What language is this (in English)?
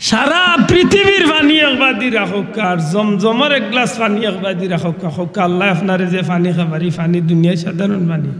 Sylheti